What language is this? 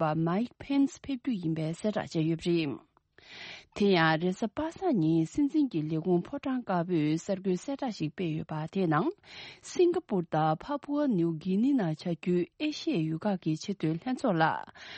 Tibetan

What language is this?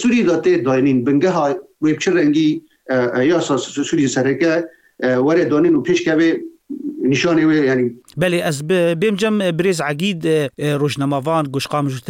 Kurdish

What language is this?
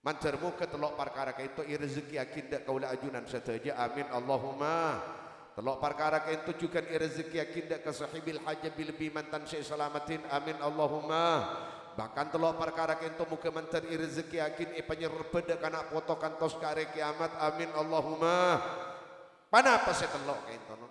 Madurese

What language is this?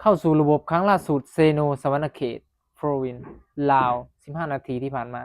Northeastern Thai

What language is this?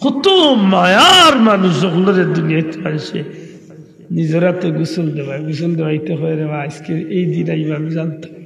Sylheti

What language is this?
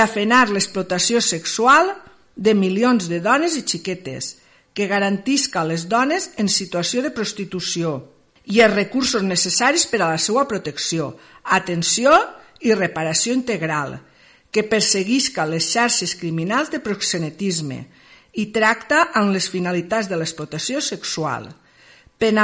Catalan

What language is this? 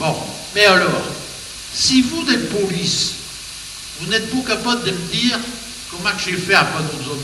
Picard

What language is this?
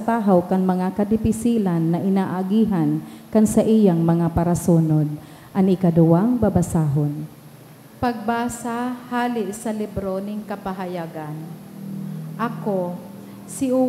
Bikol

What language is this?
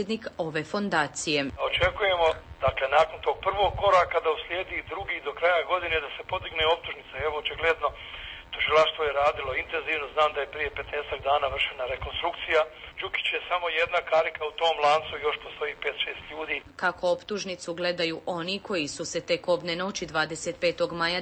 Croatian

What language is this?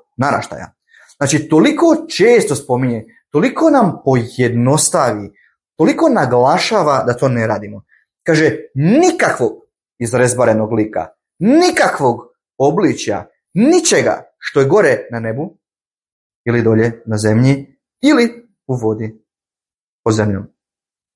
Bosnian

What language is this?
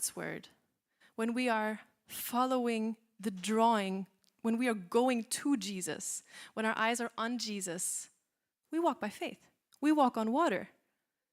English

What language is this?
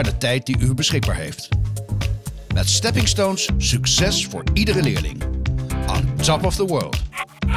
Dutch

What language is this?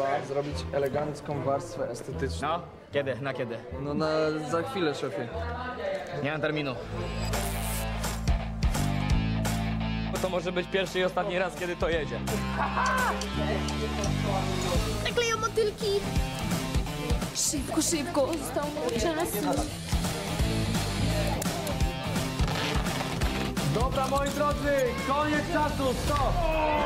Polish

